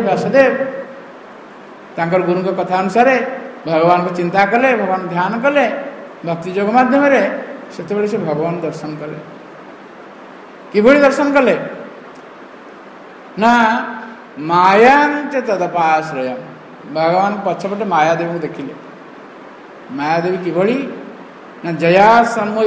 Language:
Odia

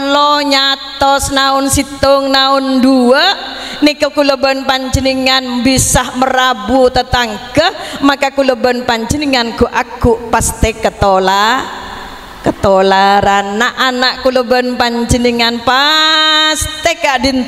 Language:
Madurese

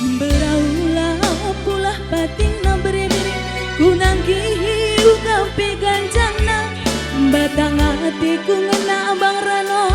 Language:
Batak Karo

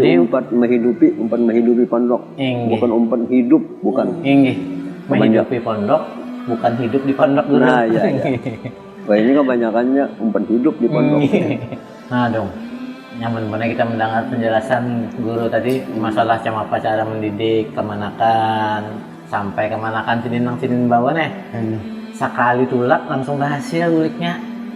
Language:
Banjar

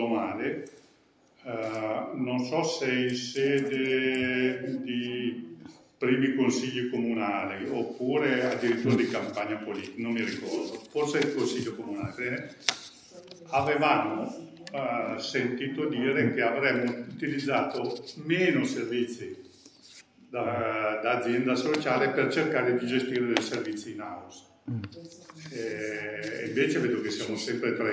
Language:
Italian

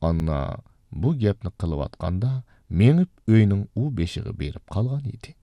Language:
Uyghur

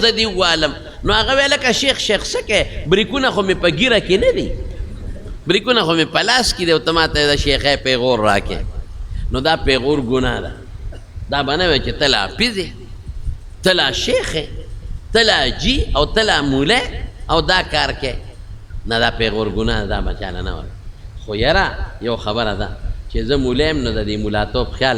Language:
Pashto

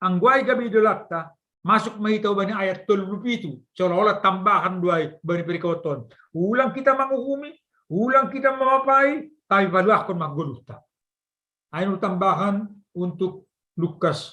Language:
Batak Simalungun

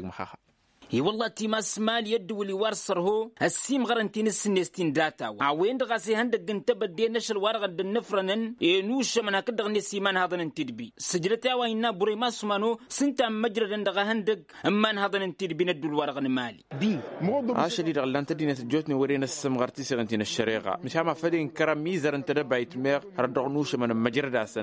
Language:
Tamasheq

